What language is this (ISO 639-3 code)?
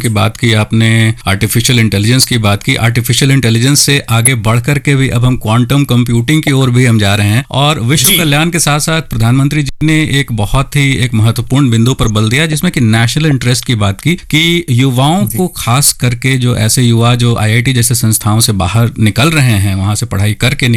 hin